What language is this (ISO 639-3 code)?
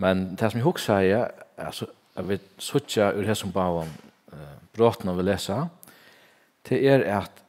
fao